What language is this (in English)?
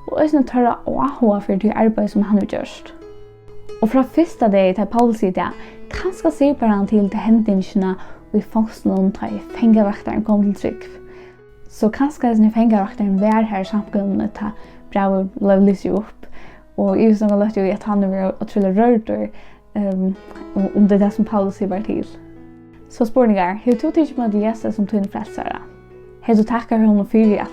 Faroese